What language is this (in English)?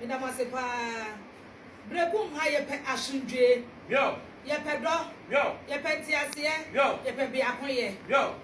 Akan